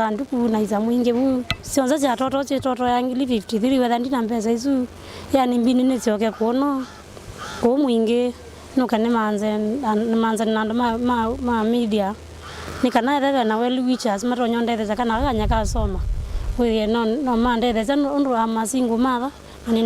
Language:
Kamba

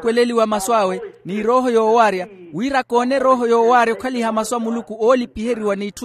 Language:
Makhuwa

